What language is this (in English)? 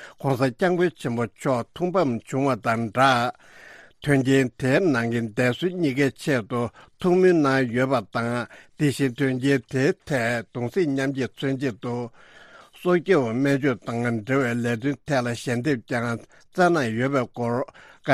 Tibetan